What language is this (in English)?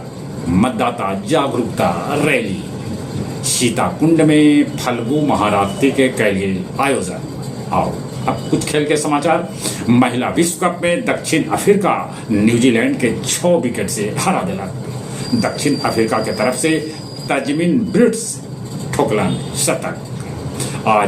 Magahi